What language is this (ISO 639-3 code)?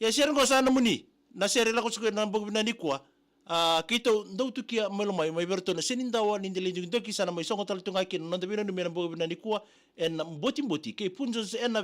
fij